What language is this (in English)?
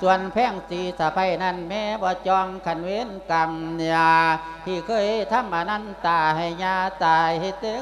Lao